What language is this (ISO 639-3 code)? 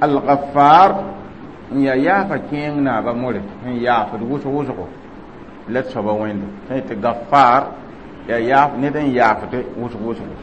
mos